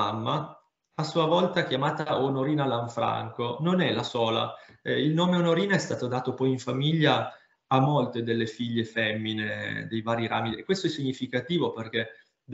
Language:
Italian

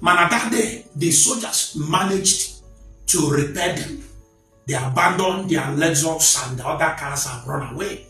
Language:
Igbo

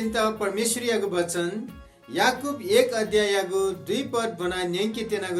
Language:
Newari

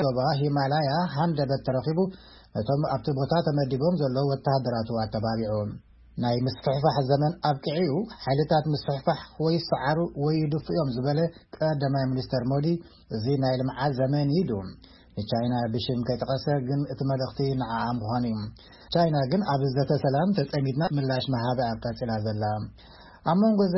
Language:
Tigrinya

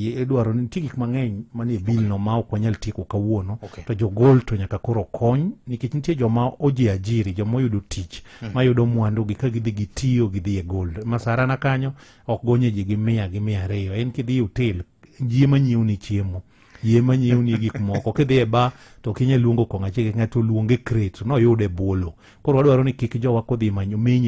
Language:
Luo (Kenya and Tanzania)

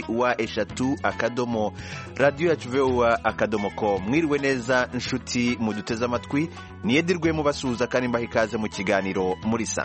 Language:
Kinyarwanda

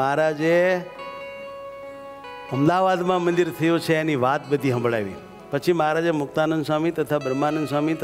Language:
Gujarati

